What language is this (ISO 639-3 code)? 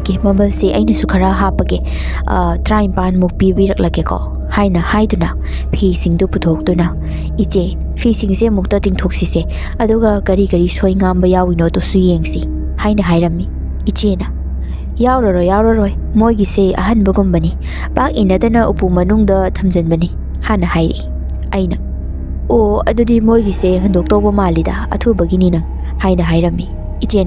mni